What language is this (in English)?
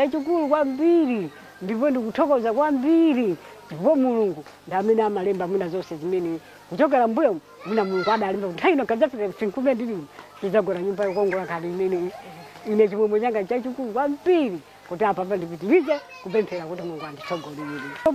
Nyanja